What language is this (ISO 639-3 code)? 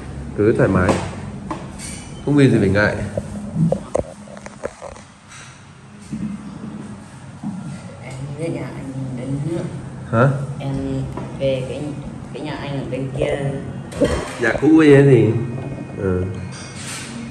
vie